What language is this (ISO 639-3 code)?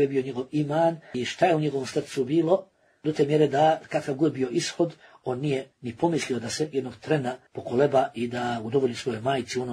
bos